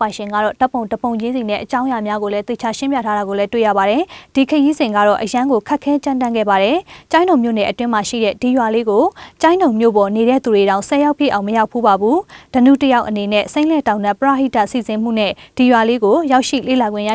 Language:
Burmese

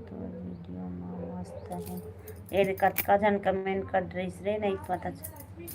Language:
Chhattisgarhi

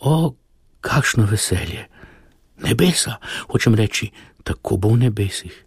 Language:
Slovenian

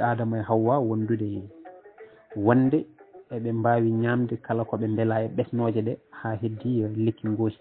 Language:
Fula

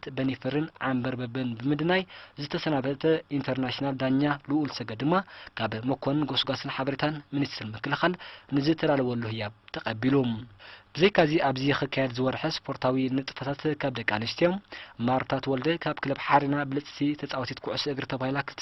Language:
Tigrinya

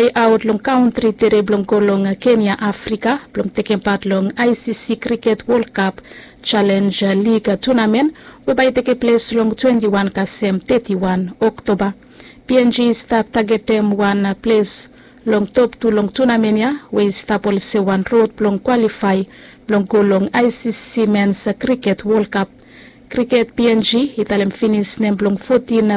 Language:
Bislama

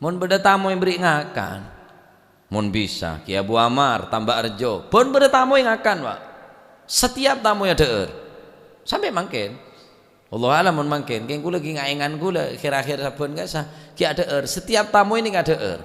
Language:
Madurese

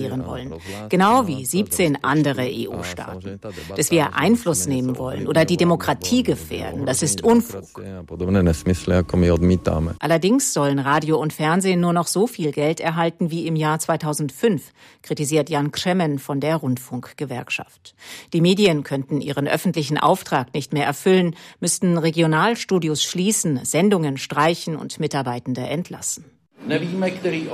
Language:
German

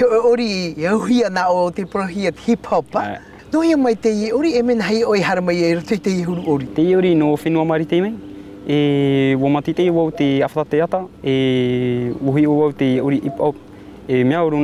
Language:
Tahitian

